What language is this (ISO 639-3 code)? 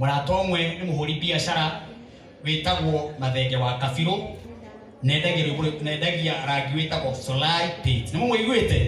kik